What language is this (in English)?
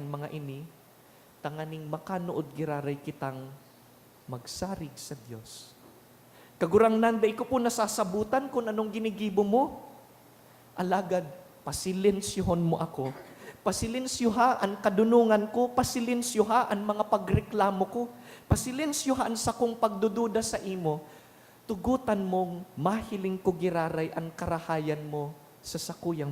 Bikol